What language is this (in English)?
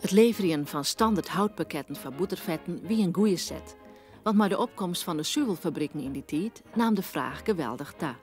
Western Frisian